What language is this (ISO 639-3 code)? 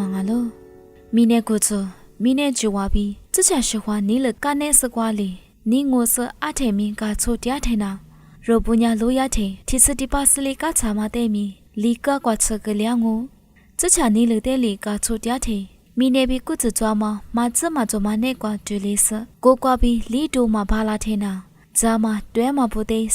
lis